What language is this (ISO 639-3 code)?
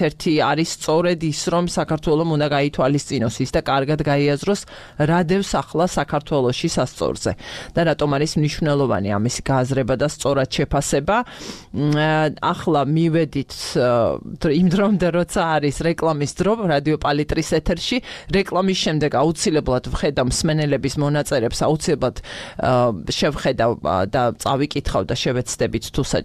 kat